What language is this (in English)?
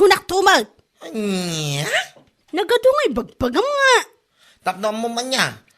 Iloko